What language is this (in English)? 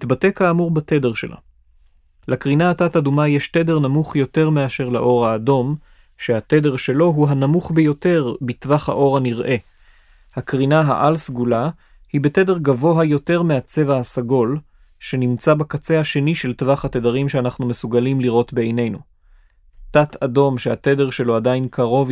Hebrew